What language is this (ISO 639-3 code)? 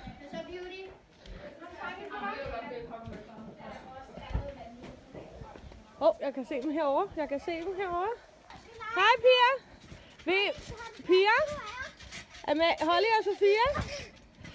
dan